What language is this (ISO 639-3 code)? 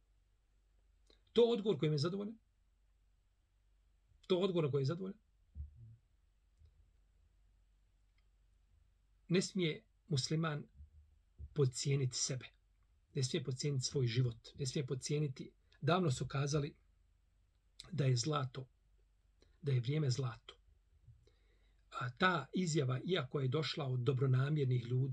bos